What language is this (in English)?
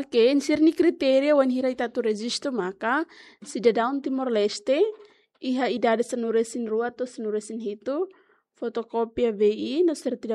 Tetum